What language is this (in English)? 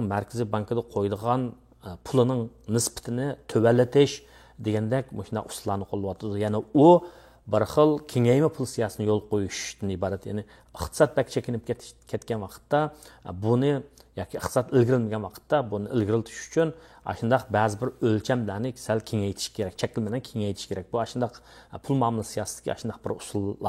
Uyghur